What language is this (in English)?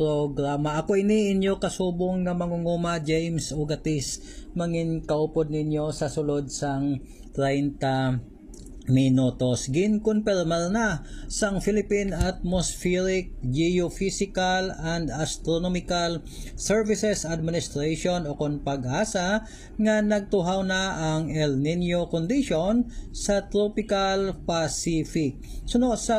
Hiligaynon